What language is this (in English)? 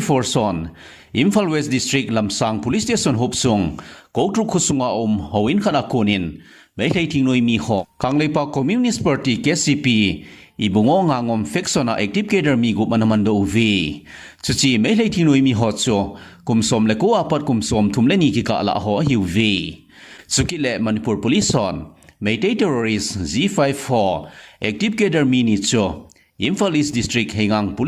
Thado Chin